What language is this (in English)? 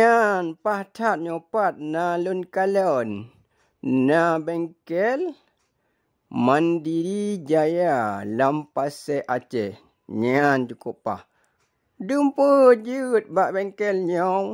Achinese